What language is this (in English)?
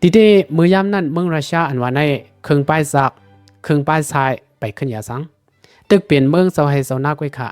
Shan